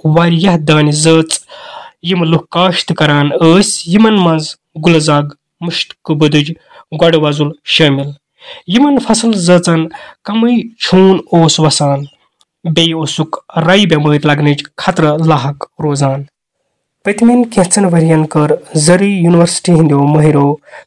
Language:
Kashmiri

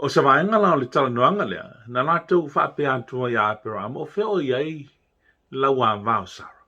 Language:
Samoan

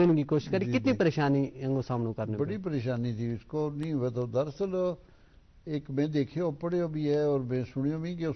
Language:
Gujari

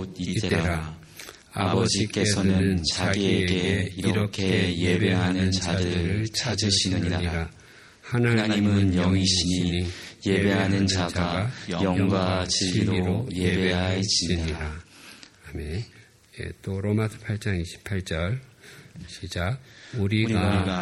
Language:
Korean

